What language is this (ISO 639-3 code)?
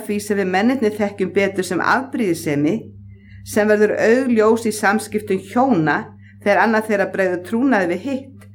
isl